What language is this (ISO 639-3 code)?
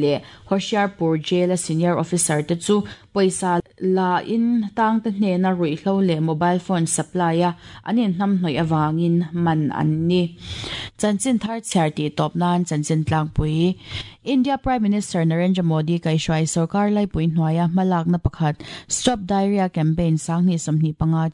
lus